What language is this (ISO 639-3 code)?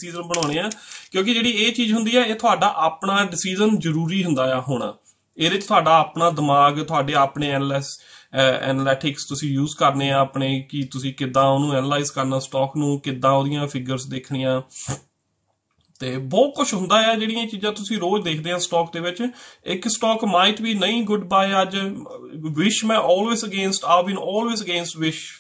pan